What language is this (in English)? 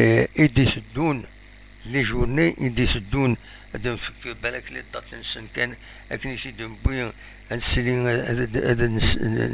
Kabyle